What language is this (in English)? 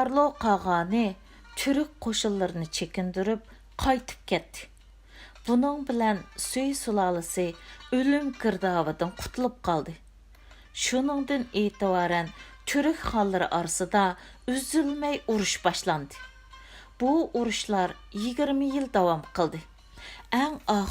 Uyghur